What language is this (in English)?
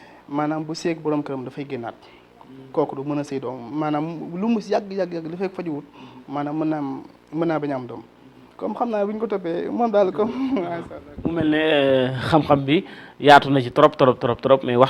Wolof